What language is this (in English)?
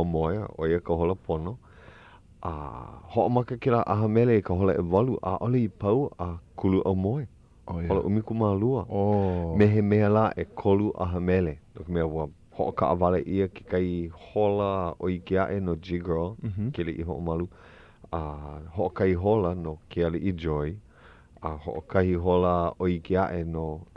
Hawaiian